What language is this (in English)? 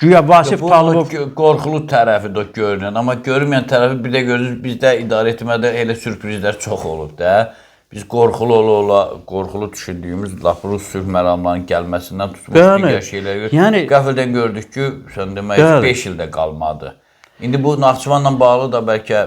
Azerbaijani